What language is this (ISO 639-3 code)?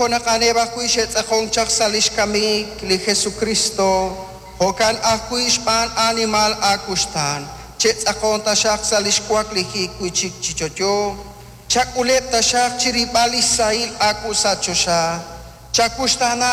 kek